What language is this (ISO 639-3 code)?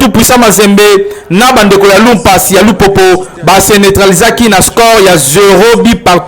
lin